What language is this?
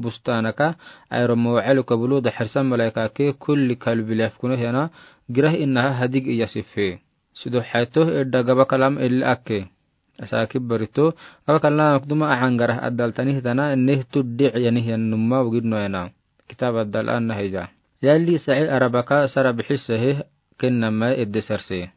Afar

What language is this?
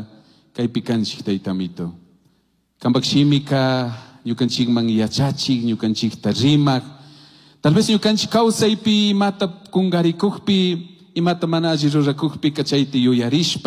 Chimborazo Highland Quichua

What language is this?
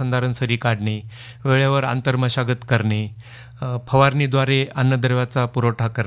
Marathi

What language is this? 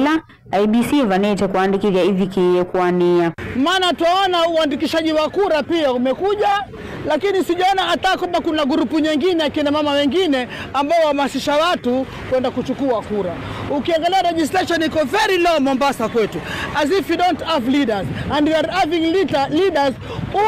Kamba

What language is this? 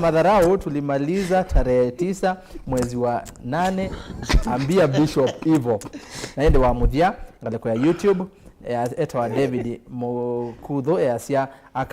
Kamba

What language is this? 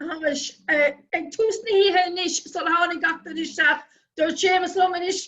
Irish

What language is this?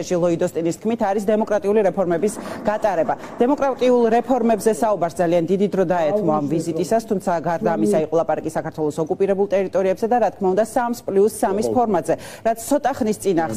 Georgian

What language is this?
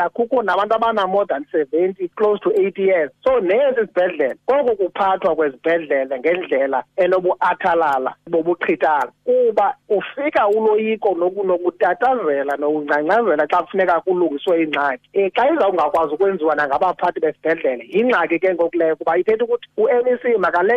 Xhosa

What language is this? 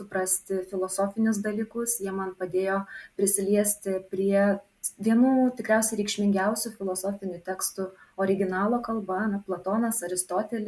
Lithuanian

